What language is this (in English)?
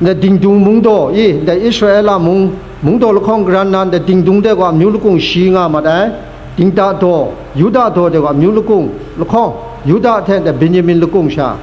Kachin